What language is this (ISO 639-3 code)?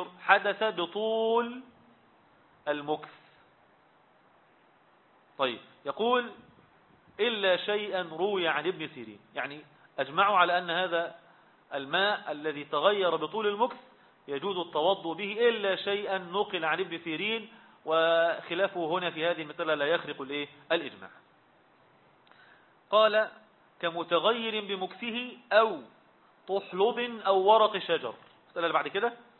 ara